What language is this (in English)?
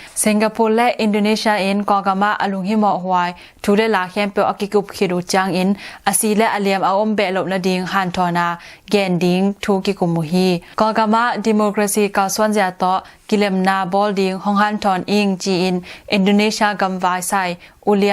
Tedim Chin